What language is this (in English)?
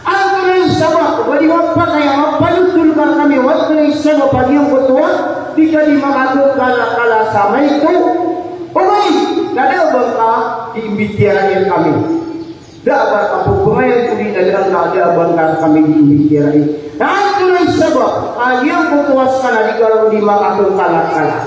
Maranao